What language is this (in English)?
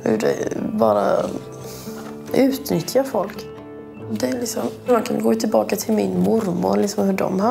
Swedish